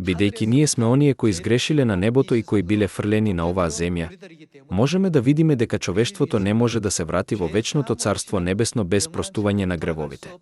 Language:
Macedonian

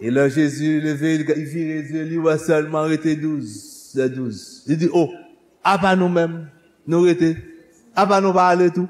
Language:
Haitian Creole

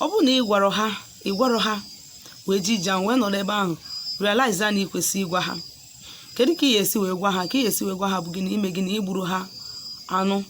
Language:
Igbo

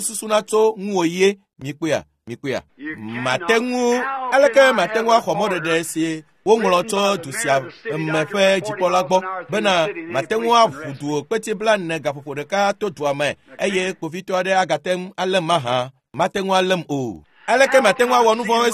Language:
Ewe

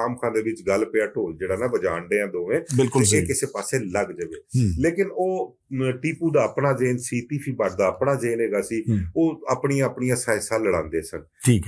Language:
Western Panjabi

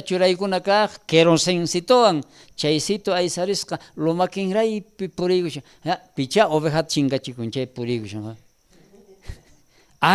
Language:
South Bolivian Quechua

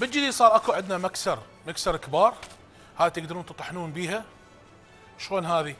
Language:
Mesopotamian Arabic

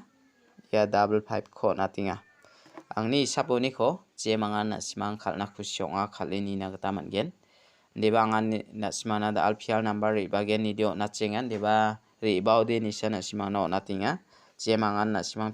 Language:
Garo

